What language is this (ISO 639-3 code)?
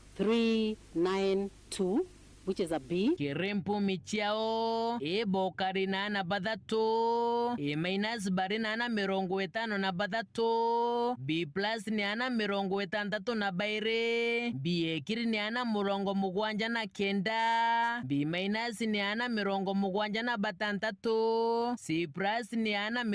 mer